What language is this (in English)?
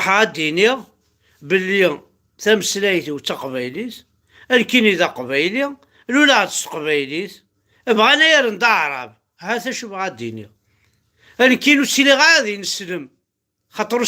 Kabyle